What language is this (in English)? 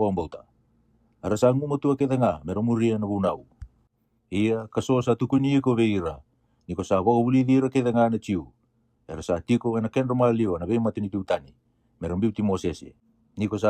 Fijian